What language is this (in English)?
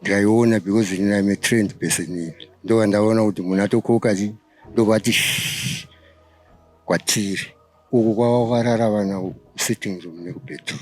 Shona